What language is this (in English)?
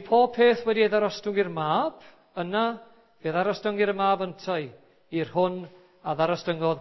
Welsh